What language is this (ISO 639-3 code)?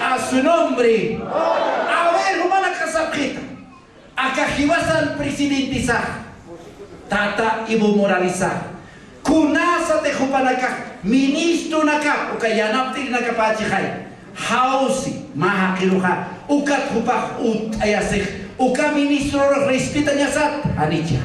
aym